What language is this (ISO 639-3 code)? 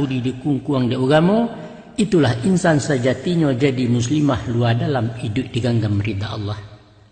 min